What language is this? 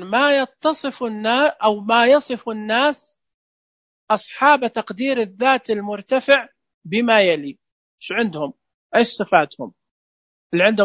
Najdi Arabic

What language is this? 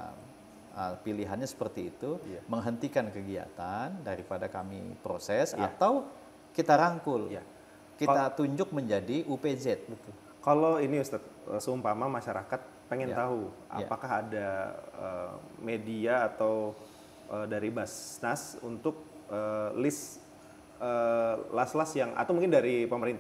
Indonesian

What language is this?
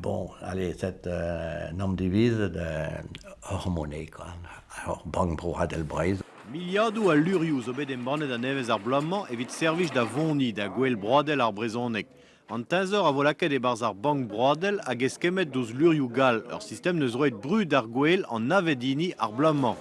Breton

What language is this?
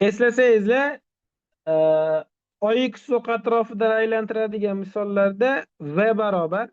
Uzbek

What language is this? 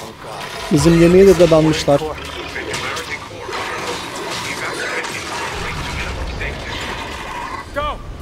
Turkish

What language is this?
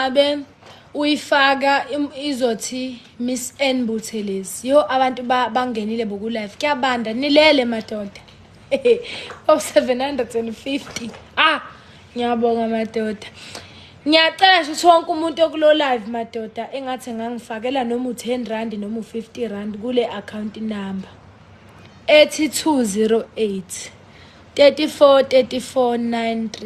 Zulu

